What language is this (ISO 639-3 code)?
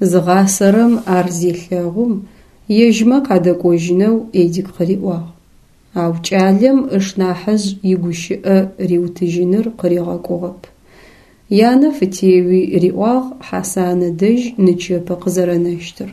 ady